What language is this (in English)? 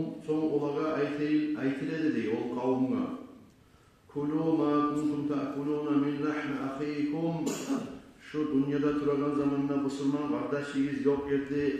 Kumyk